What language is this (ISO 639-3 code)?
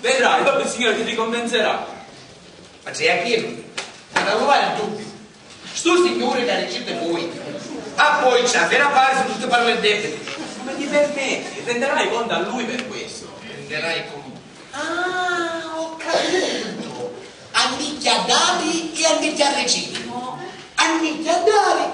scn